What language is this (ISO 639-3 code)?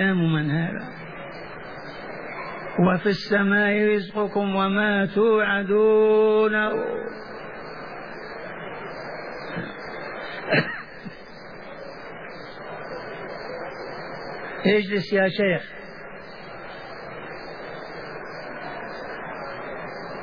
ara